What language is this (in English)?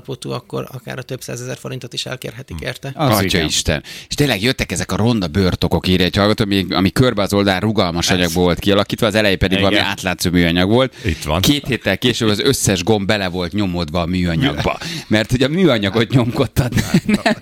Hungarian